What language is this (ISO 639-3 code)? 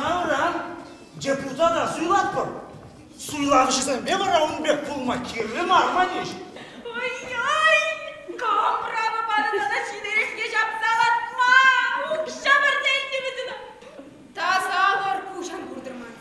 chv